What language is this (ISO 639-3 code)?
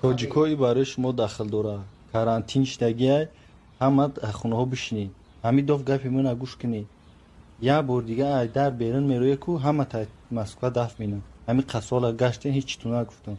tgk